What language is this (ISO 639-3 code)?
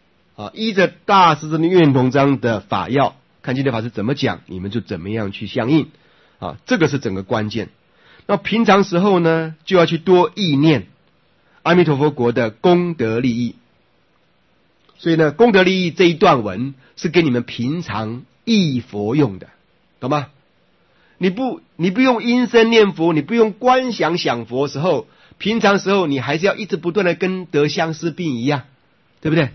zho